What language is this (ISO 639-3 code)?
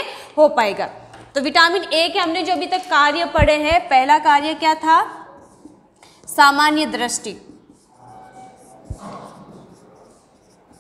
hin